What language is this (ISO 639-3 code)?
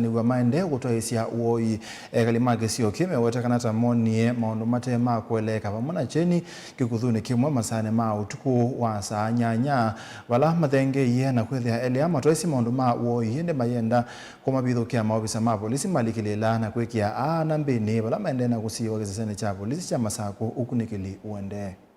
kam